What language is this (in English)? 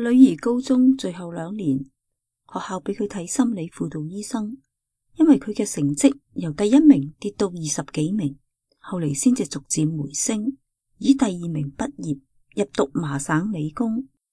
Cantonese